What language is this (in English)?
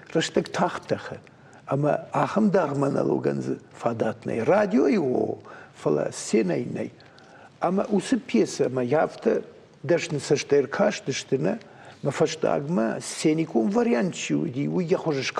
Ossetic